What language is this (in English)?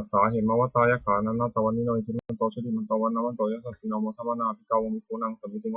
Pali